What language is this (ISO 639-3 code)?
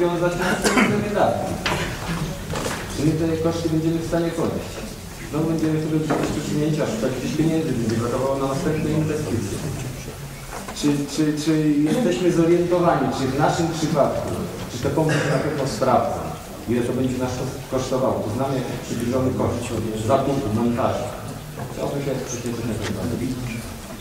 pol